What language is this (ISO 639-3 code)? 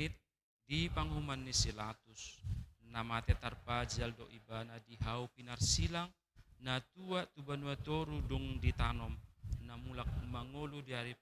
bbc